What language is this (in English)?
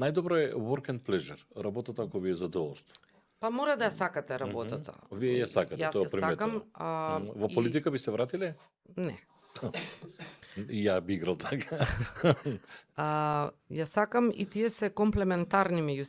Macedonian